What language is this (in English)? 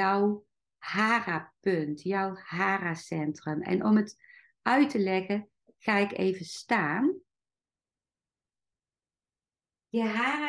Dutch